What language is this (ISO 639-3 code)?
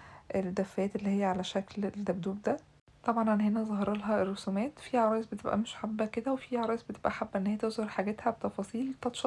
arz